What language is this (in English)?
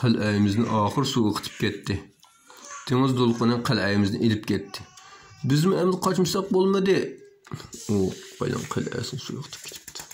Uyghur